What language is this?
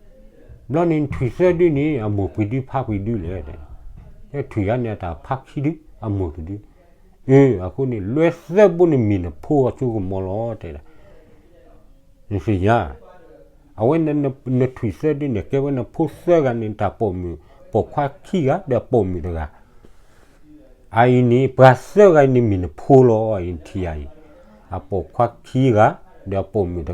S'gaw Karen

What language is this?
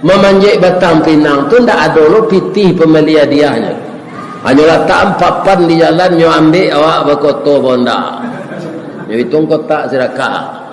Minangkabau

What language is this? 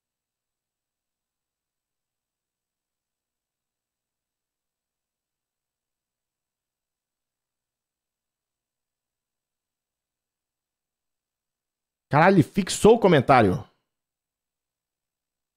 Portuguese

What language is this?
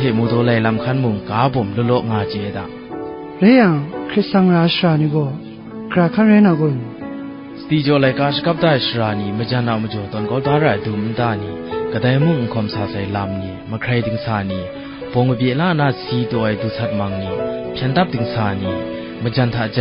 Kachin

